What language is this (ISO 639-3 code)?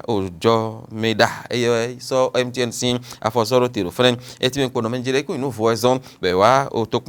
fon